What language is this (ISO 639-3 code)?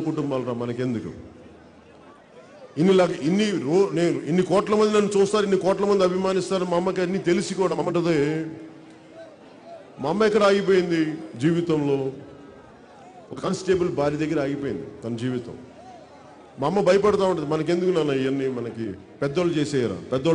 tel